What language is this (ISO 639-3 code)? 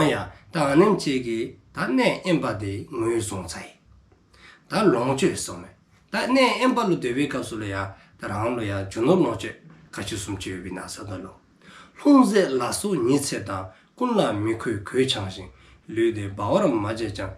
dzo